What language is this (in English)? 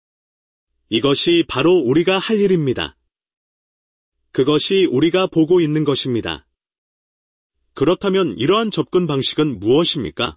Korean